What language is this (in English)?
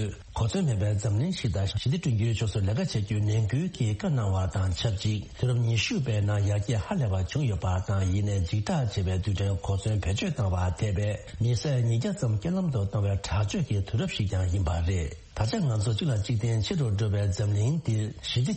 Tibetan